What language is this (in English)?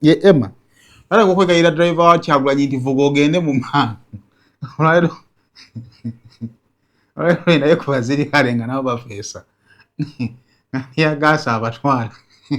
Ganda